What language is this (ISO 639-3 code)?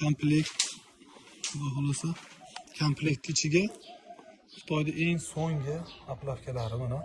uzb